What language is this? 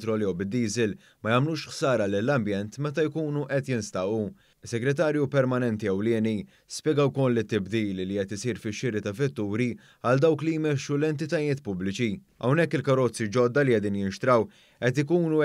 Maltese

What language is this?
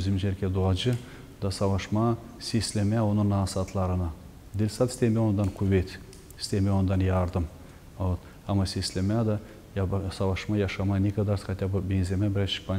Gagauz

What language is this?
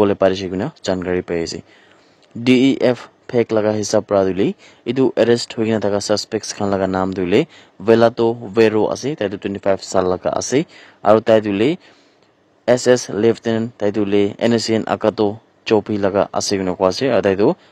Naga Pidgin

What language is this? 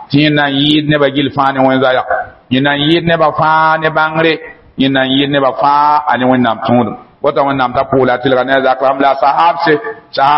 Mossi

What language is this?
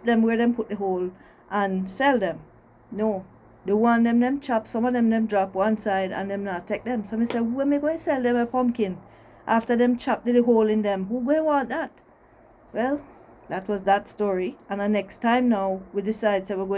Jamaican Creole English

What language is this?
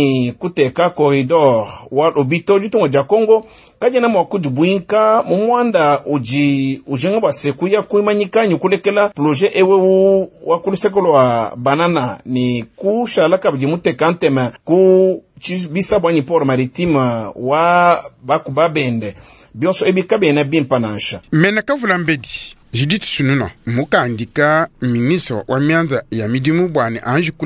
Luba-Lulua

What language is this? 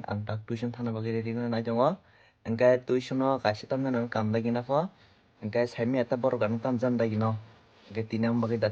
Kok Borok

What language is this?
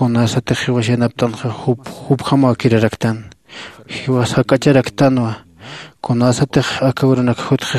Aymara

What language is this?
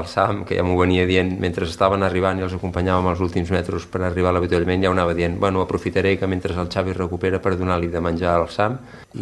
Catalan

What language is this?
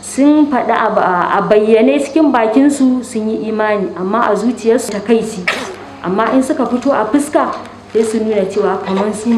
Hausa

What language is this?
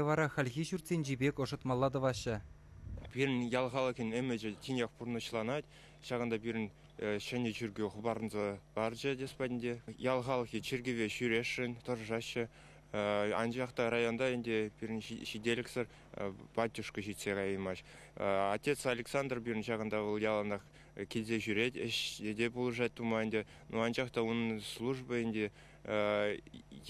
Chuvash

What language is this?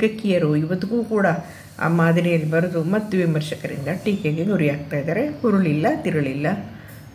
Kannada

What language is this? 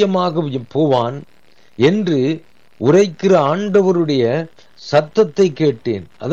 Tamil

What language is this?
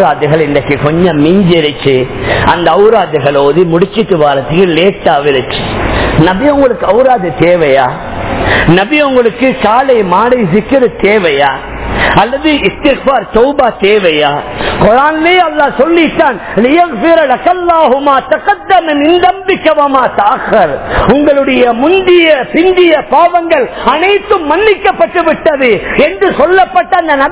Tamil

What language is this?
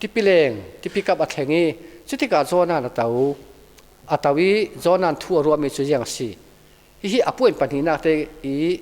Falam Chin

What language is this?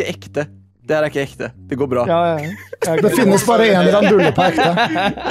Norwegian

